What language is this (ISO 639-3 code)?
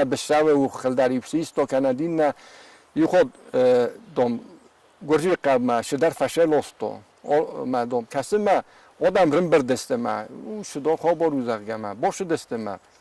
oss